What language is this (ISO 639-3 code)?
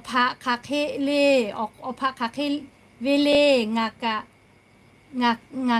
lhu